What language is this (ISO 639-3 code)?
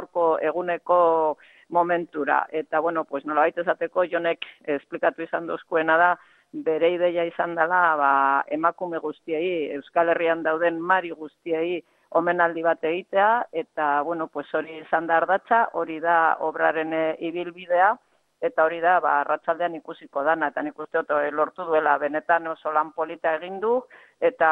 eus